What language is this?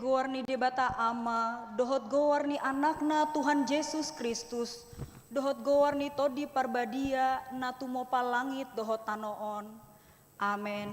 Batak Toba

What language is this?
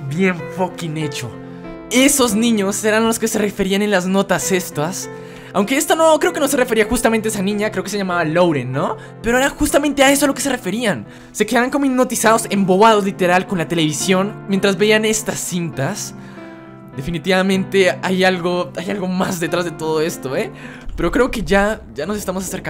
Spanish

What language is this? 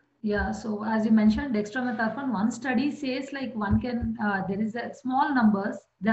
English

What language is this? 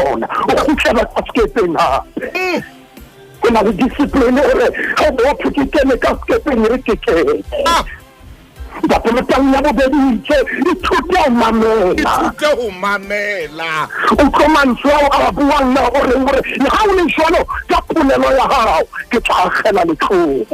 Southern Sotho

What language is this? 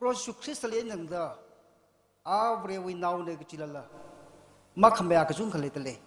Tangkhul Naga (India)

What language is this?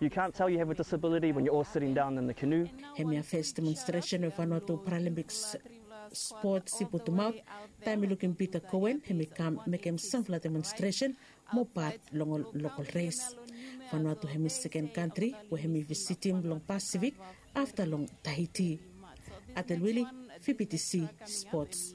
Bislama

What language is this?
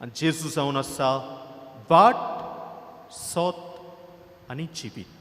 Konkani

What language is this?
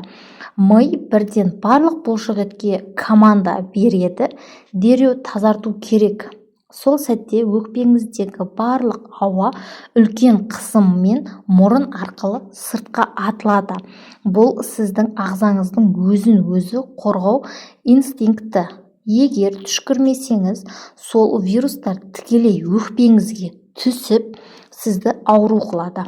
Kazakh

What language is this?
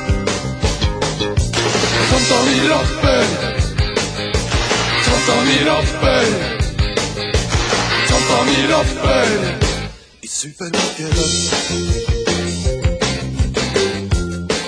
Norwegian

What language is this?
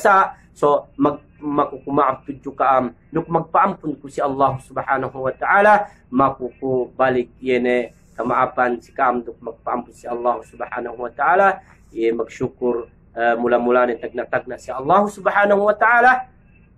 Yakan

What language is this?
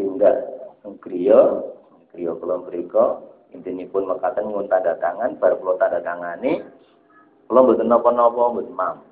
Javanese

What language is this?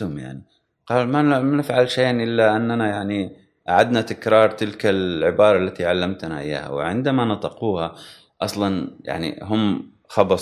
Gulf Arabic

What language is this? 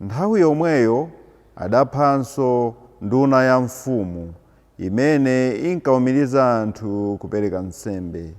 Nyanja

